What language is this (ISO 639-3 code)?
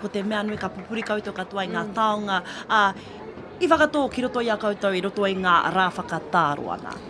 mri